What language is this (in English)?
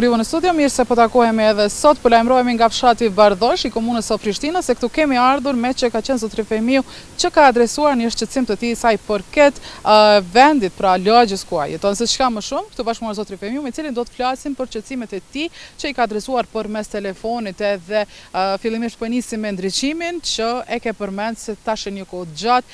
Albanian